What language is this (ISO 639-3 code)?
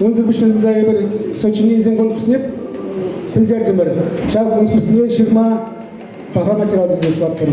chv